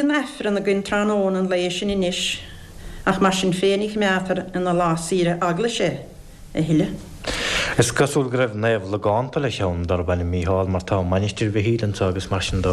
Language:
Irish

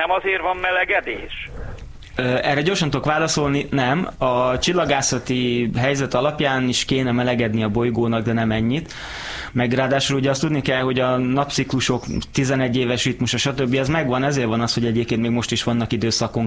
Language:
Hungarian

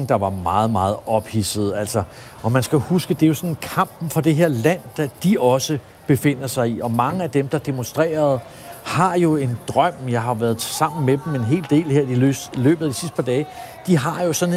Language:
Danish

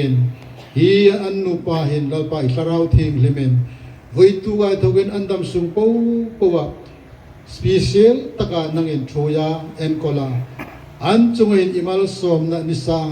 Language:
Hmar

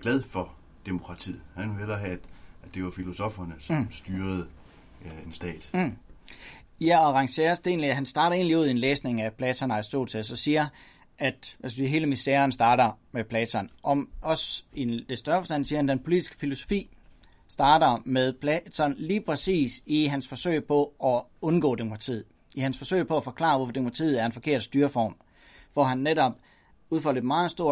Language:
Danish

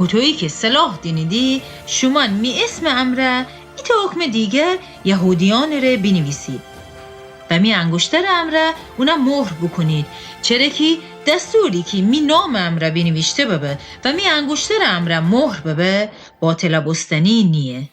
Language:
Gilaki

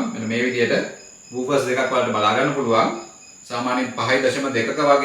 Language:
Sinhala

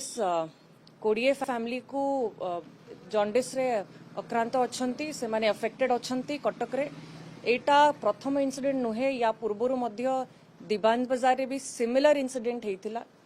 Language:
Odia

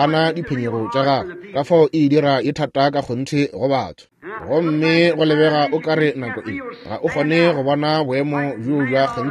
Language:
Northern Sotho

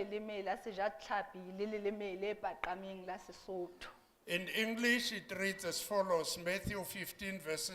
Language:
Southern Sotho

